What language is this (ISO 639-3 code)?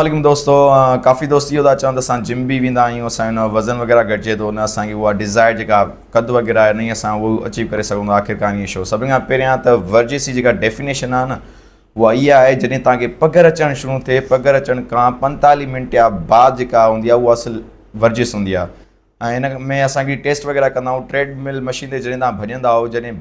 snd